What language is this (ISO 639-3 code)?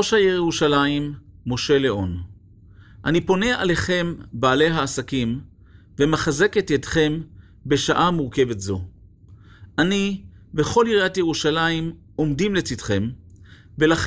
heb